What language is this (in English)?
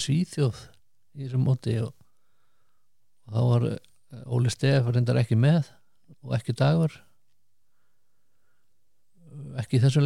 Icelandic